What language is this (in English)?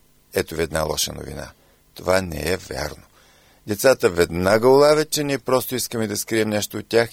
Bulgarian